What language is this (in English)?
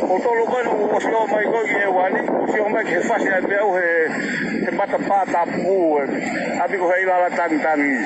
Tongan